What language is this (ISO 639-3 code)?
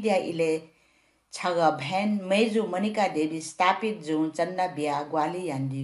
new